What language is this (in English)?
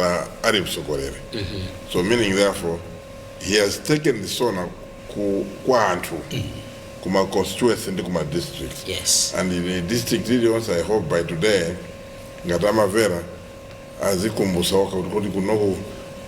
Nyanja